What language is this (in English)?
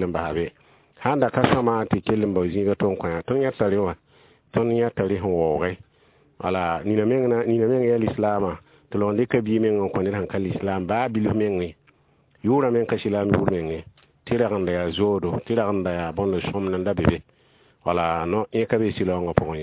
Mossi